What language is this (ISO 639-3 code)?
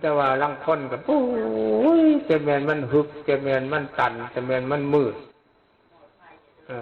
lao